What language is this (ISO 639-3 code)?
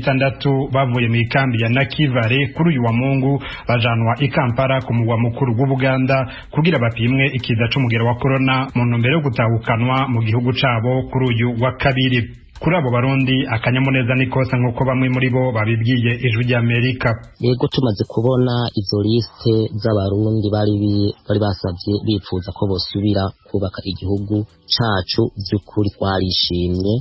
run